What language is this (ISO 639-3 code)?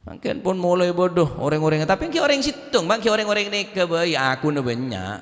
mad